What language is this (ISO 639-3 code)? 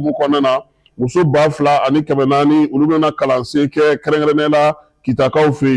bam